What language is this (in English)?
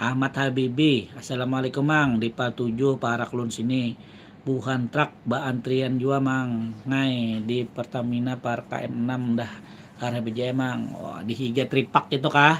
Banjar